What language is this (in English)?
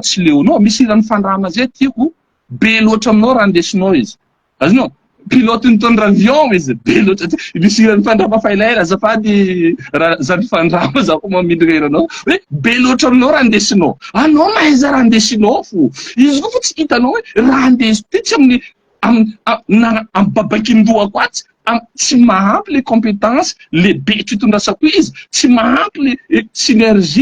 Malagasy